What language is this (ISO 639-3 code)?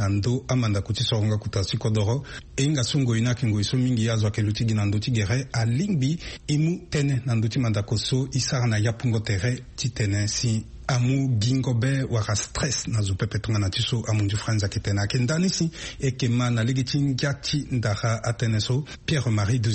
sag